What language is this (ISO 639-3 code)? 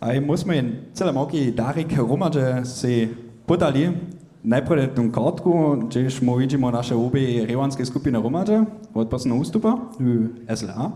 hsb